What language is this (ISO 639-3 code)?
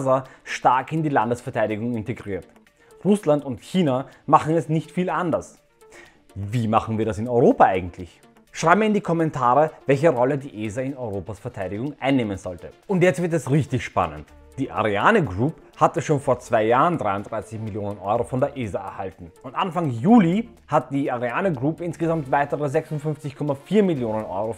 deu